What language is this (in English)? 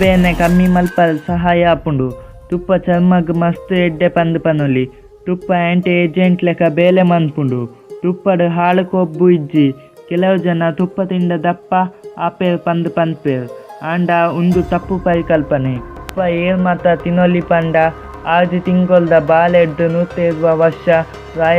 Tulu